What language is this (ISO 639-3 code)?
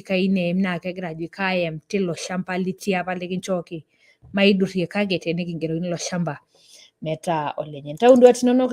mas